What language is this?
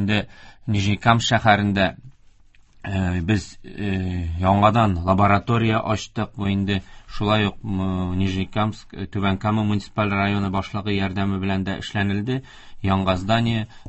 Tatar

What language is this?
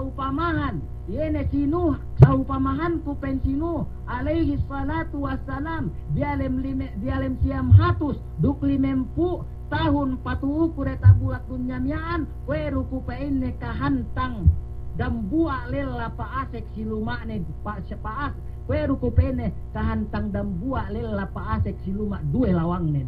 Yakan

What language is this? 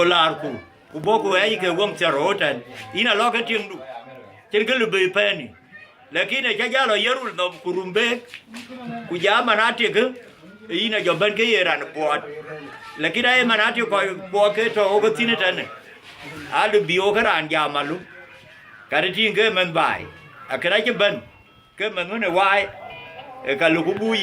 Dinka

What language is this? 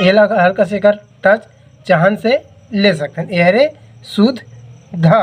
Chhattisgarhi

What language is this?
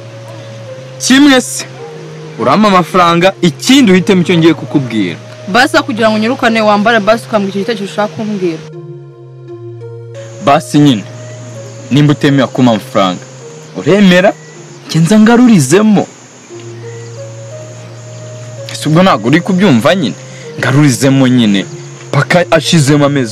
Kinyarwanda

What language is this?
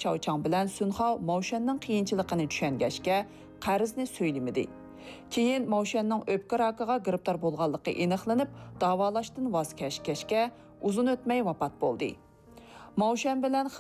Uyghur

